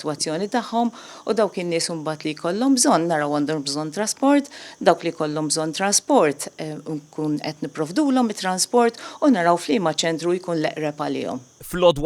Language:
Maltese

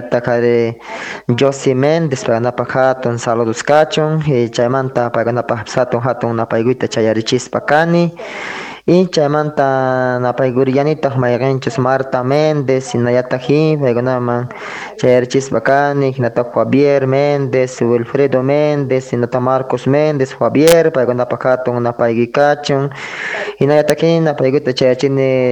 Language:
South Bolivian Quechua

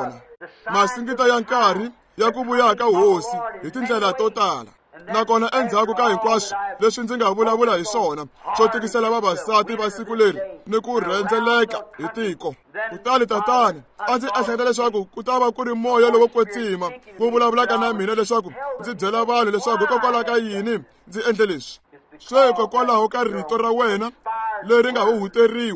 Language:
Tsonga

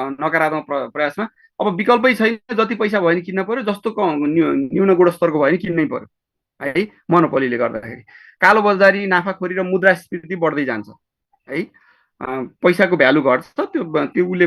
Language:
Nepali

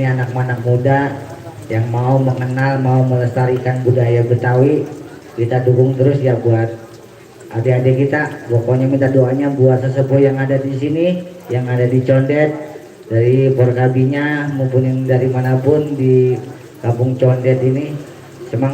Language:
Betawi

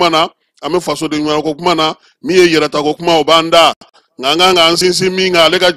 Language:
Bambara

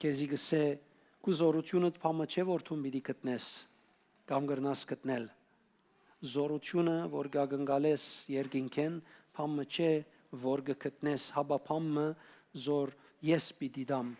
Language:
Western Armenian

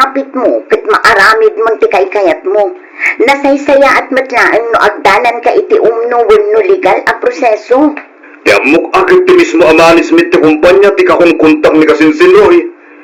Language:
Iloko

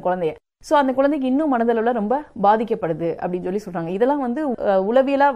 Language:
Tamil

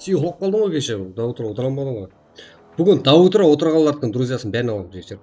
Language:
Kara-Kalpak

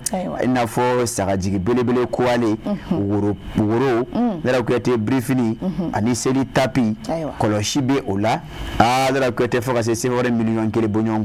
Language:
Bambara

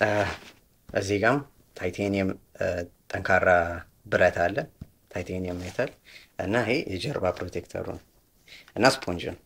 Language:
Amharic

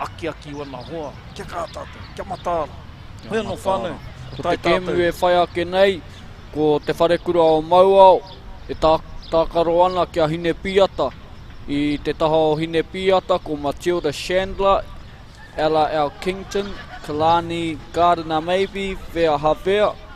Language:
Māori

